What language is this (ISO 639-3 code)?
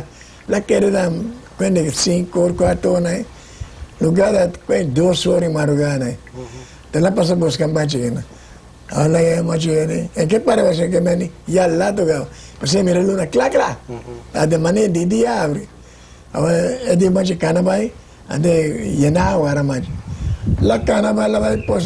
pap